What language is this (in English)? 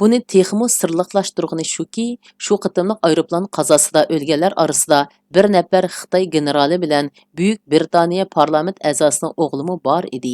Uyghur